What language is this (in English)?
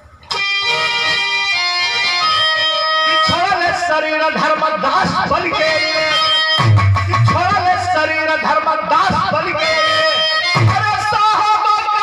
Bhojpuri